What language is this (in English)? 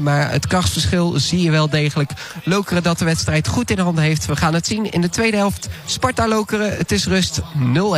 Dutch